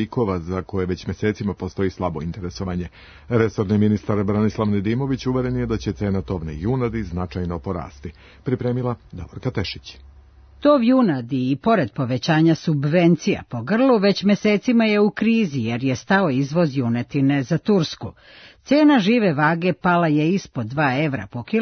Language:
Serbian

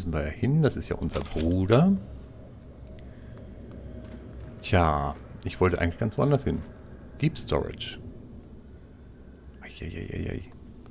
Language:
German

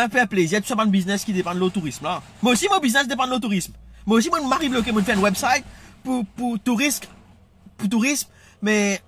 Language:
Morisyen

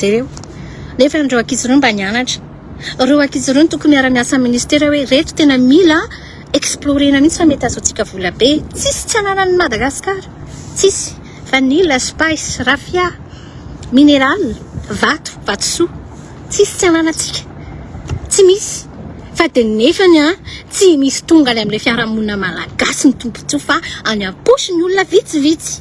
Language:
Malagasy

